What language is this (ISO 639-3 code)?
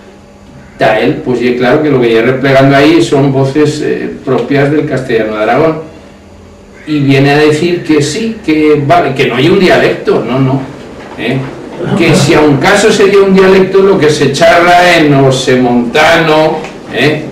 arg